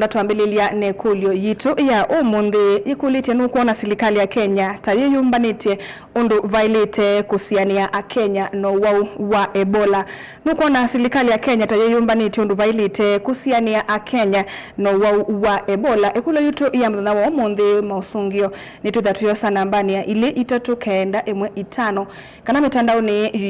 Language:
Kamba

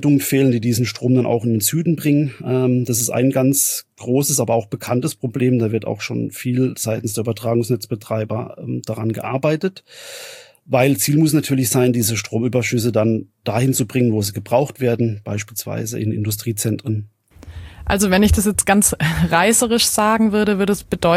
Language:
German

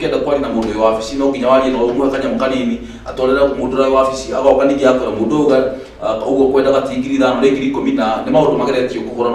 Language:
Kikuyu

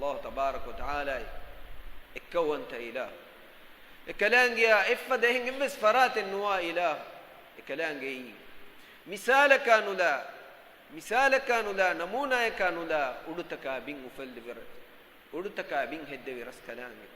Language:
Divehi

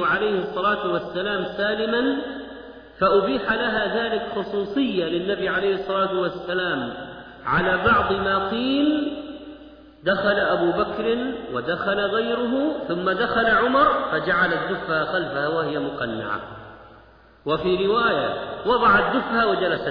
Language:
Arabic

